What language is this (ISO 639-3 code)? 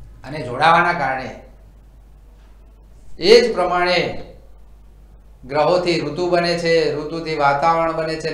guj